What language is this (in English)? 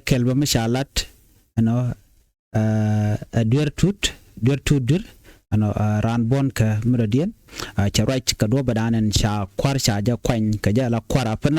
Nuer